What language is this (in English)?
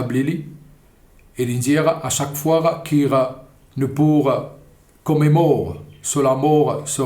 Morisyen